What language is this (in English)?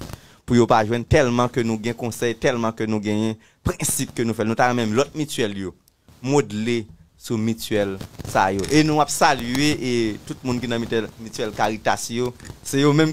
Haitian Creole